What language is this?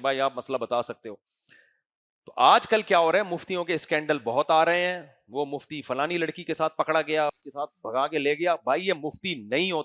Urdu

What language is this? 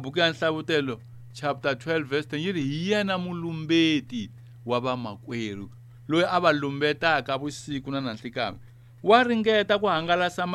Tsonga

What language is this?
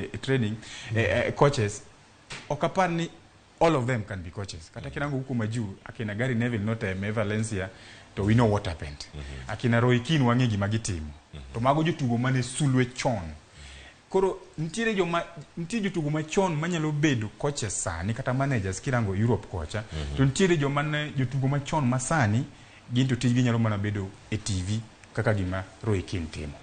Luo (Kenya and Tanzania)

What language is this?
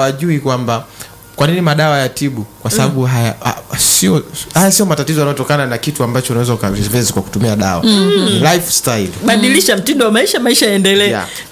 Swahili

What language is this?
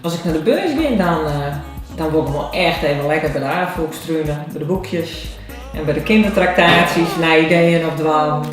Western Frisian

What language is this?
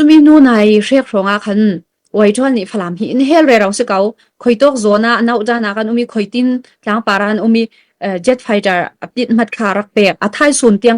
Falam Chin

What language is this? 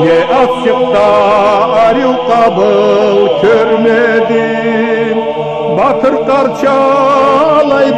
Karachay-Balkar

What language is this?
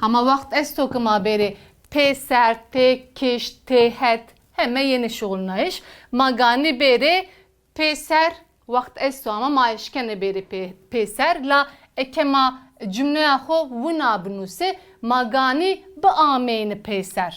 Zaza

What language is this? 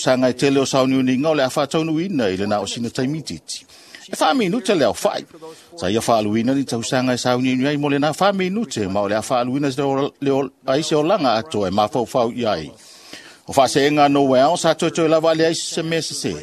Samoan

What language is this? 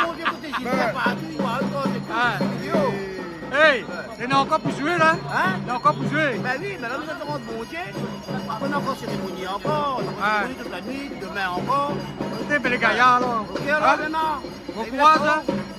Réunion Creole French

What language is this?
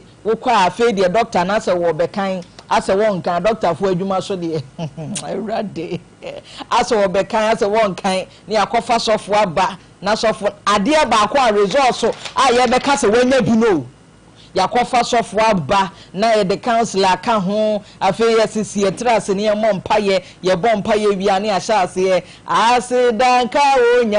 Akan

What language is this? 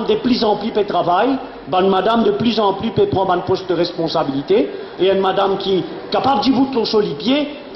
Morisyen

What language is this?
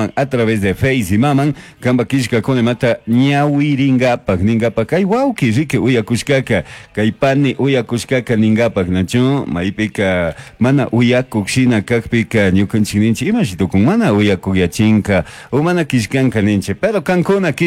Chimborazo Highland Quichua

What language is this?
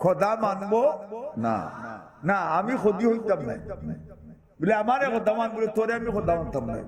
Sylheti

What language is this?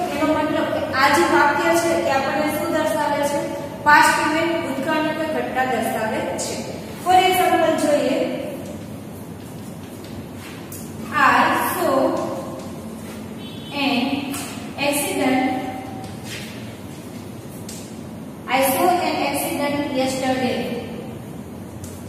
Gujarati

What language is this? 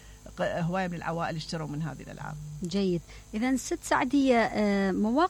Mesopotamian Arabic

